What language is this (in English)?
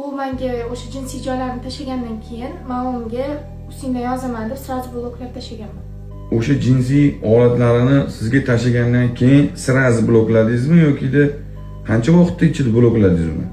Uzbek